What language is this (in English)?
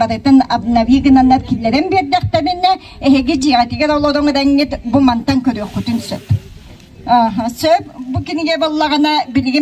Yakut